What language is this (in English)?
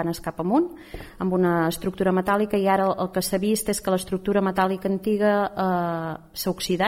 Catalan